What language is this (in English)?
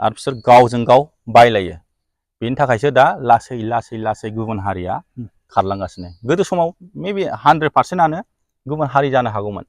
Bodo